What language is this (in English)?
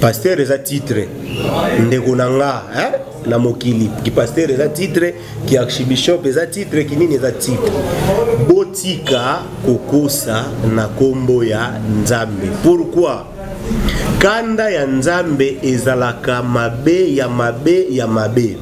Lingala